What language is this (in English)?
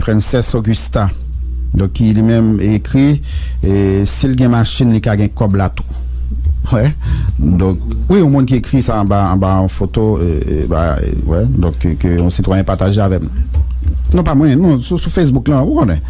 Haitian Creole